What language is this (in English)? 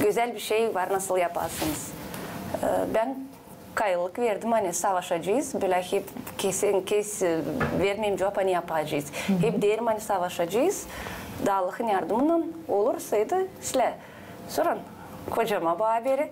Gagauz